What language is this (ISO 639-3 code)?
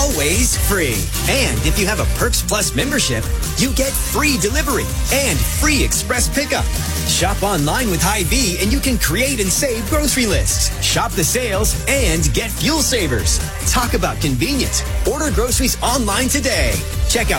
eng